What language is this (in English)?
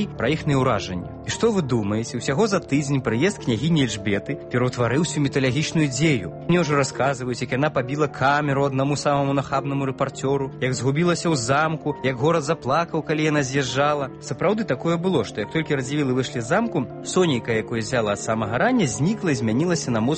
Belarusian